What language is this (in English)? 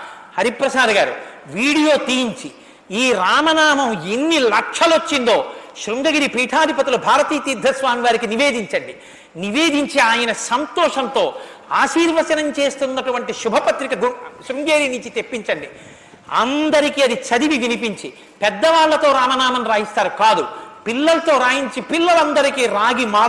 Telugu